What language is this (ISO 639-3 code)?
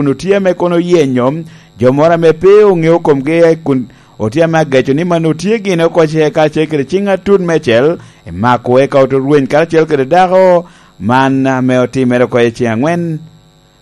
laj